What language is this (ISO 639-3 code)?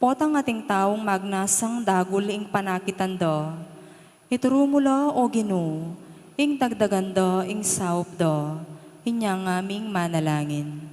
pam